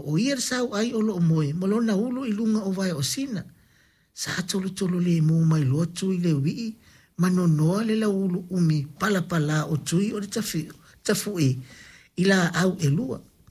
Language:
Samoan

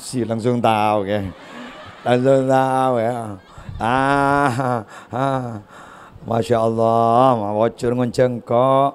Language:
Madurese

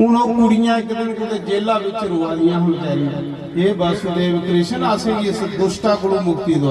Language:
Dogri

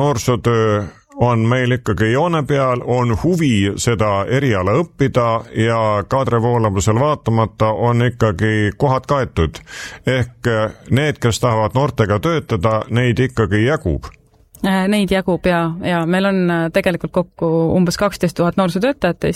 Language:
Estonian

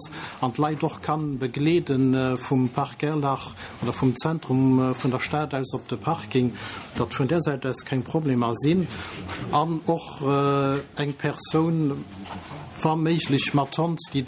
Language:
Luxembourgish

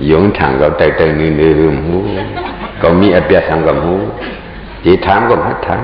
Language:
Shan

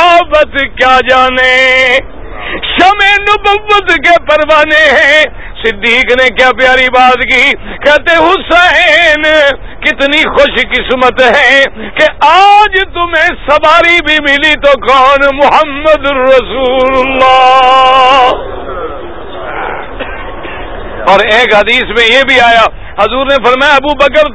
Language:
Urdu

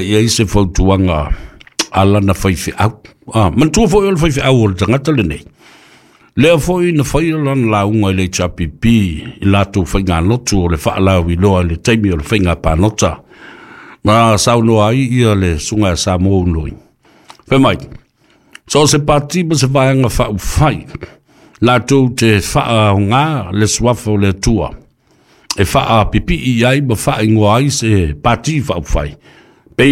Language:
Samoan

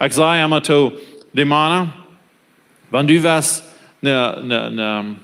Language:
Plautdietsch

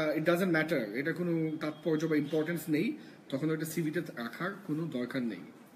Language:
Bangla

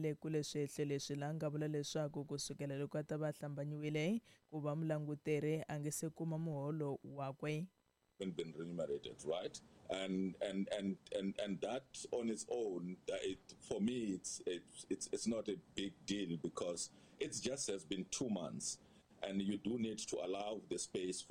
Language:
Tsonga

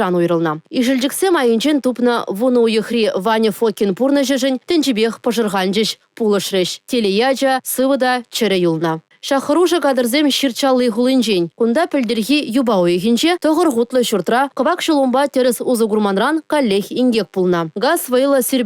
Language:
Chuvash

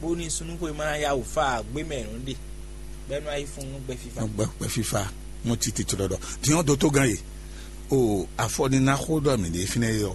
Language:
Fon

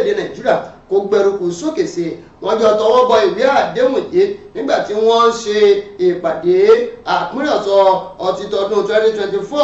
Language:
Yoruba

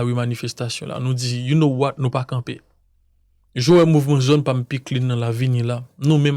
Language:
Haitian Creole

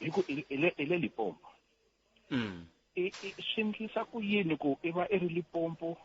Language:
Tsonga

